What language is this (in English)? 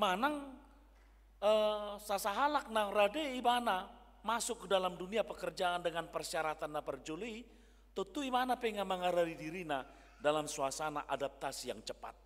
Batak Toba